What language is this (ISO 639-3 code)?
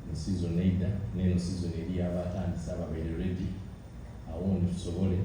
xog